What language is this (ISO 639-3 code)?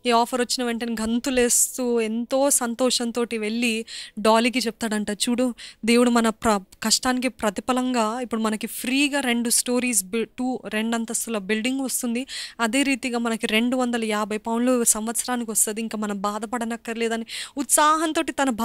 tel